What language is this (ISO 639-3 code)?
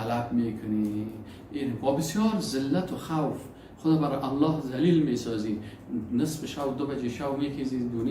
fas